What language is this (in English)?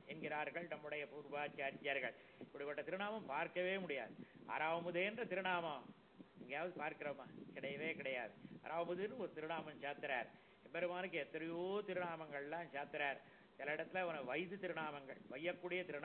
Tamil